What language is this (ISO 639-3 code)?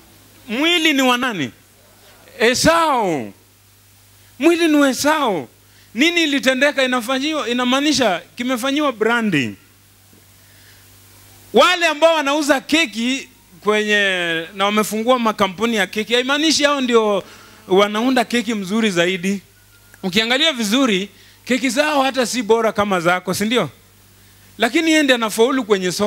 swa